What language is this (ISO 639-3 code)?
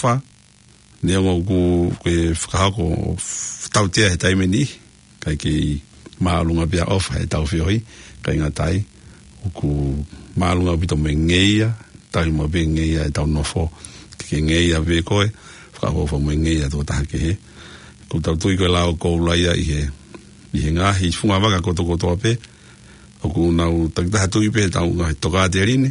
ton